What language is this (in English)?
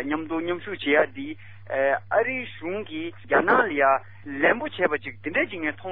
Tibetan